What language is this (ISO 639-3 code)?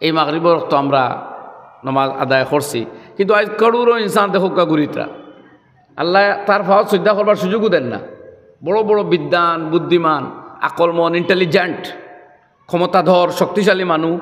syl